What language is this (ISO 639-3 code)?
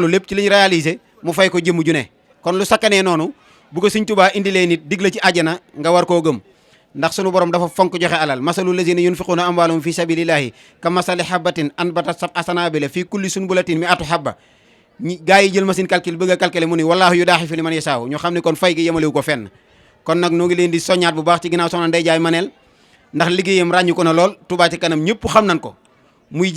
wol